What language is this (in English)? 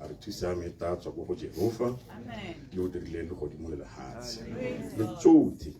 Tswana